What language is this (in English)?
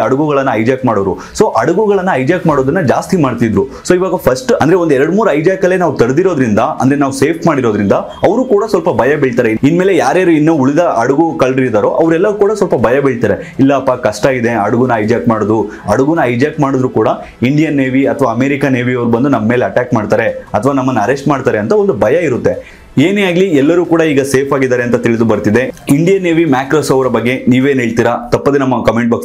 Kannada